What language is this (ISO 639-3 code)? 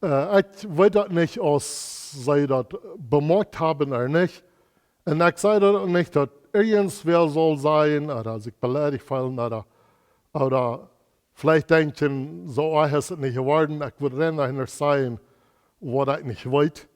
pdt